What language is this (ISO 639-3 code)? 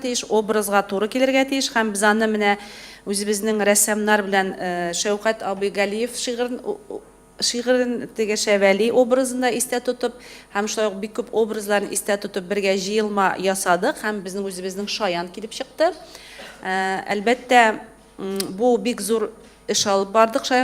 tat